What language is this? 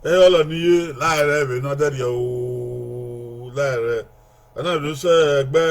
Bini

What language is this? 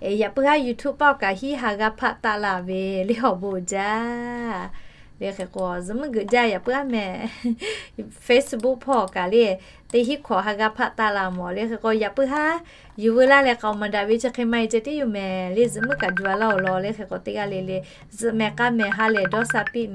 Lahu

